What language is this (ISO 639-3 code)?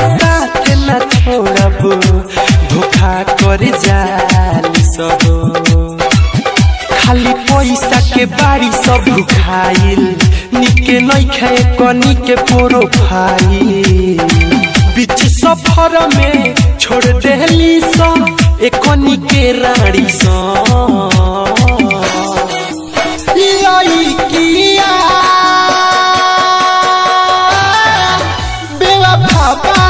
bho